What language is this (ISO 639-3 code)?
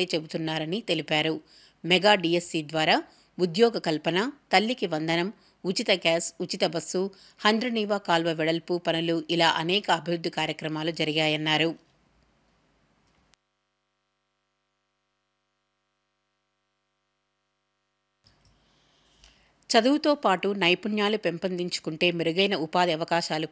tel